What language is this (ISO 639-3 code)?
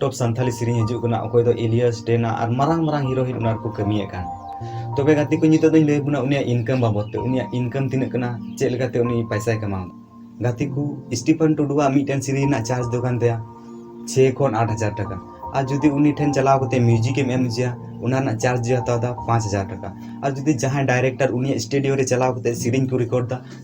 sat